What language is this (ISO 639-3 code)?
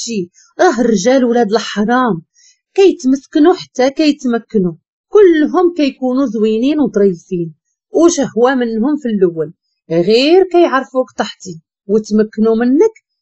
ary